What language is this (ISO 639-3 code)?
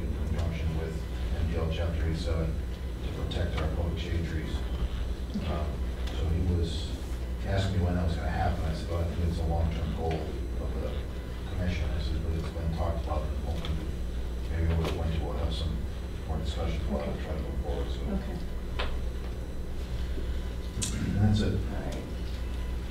eng